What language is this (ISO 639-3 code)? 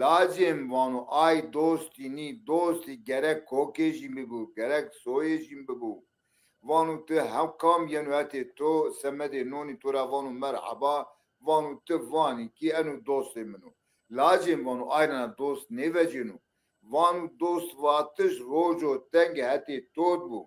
zza